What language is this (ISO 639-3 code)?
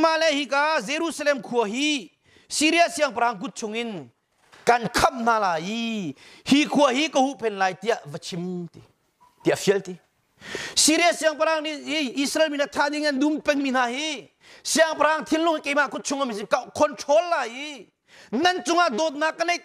cnh